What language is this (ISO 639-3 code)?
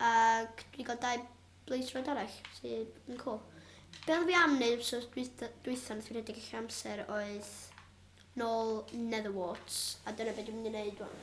cym